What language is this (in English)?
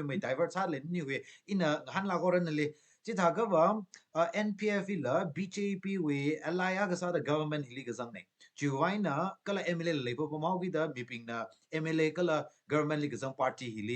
Tangkhul Naga (India)